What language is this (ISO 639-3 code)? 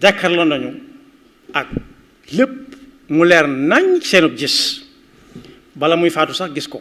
wol